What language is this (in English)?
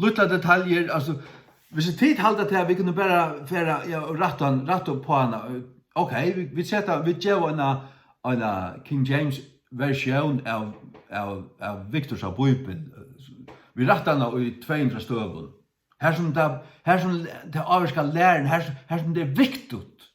Faroese